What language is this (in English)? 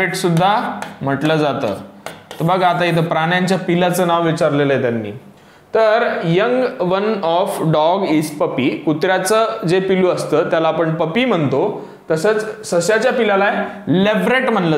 Marathi